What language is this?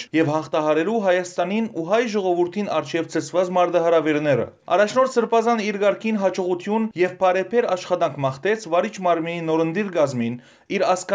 Western Armenian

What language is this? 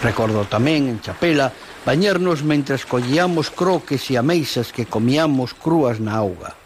Galician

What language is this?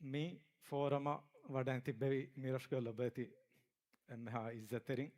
Divehi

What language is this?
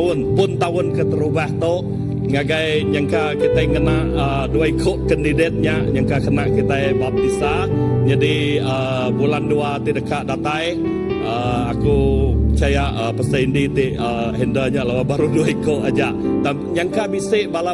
Iban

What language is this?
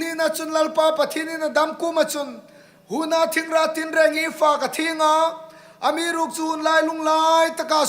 Hmar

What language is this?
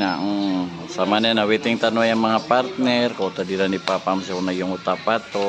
Maranao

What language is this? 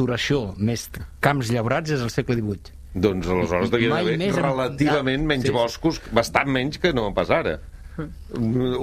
Catalan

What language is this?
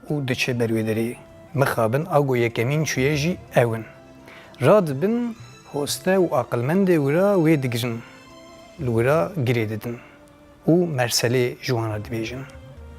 Kurdish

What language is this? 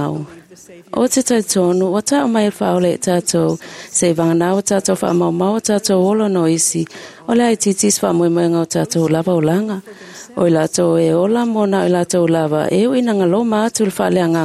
Samoan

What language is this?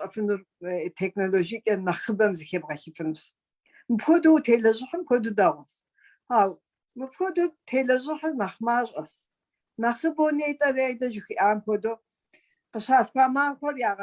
Kabardian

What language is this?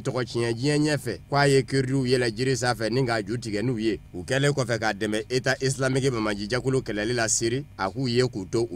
Bambara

